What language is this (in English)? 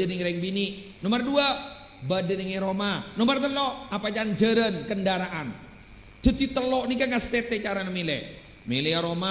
Madurese